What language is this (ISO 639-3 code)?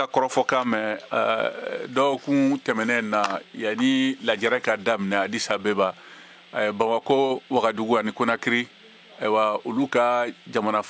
bam